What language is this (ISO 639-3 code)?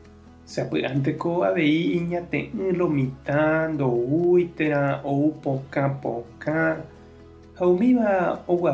grn